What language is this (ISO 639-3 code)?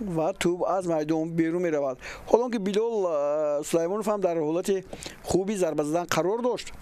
tgk